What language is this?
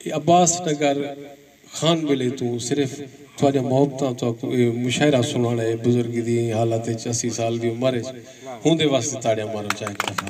Saraiki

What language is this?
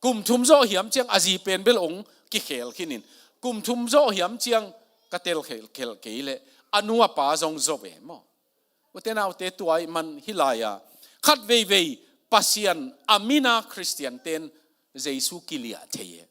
Tedim Chin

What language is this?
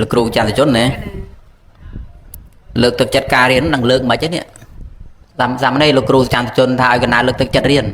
Khmer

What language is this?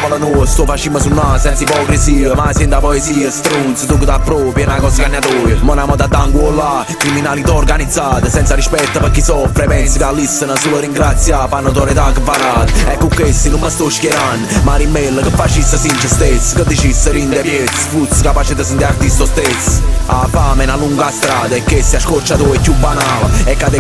Neapolitan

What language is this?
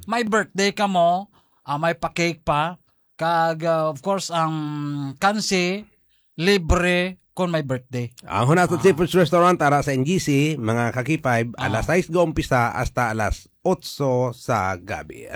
Hiligaynon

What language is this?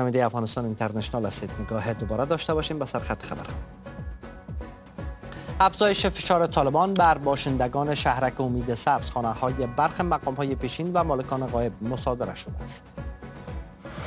Persian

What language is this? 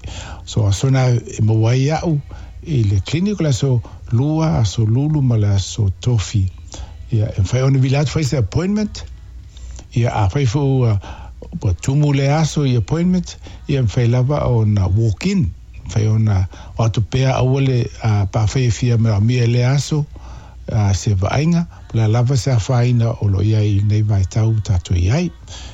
Samoan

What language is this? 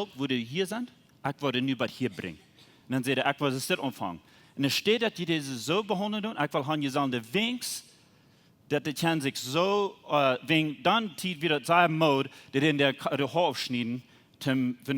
Plautdietsch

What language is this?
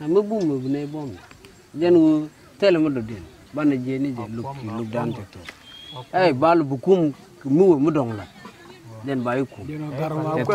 Nuer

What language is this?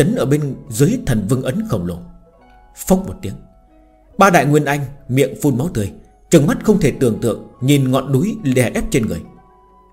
Vietnamese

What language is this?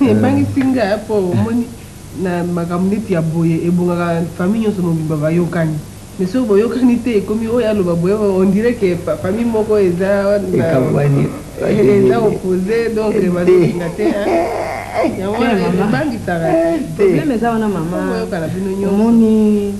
Lingala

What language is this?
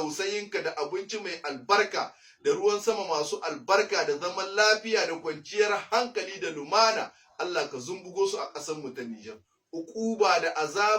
Hausa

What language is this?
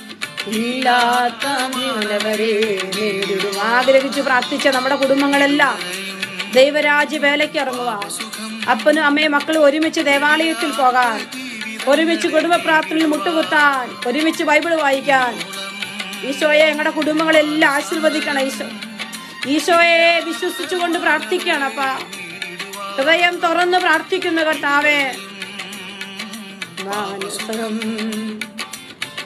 Malayalam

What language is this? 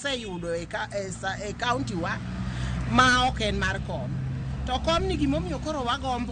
Luo (Kenya and Tanzania)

